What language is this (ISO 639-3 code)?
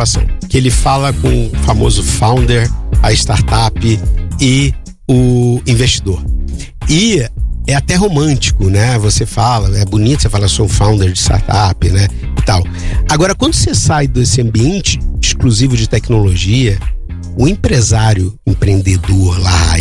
por